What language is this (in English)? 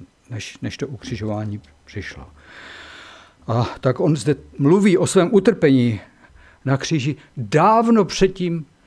Czech